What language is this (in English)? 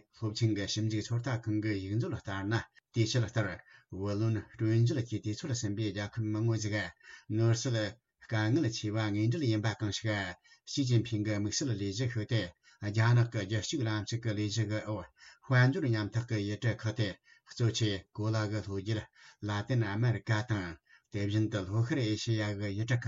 Tibetan